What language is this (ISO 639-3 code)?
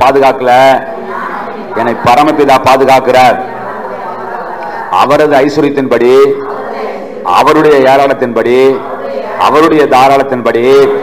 tam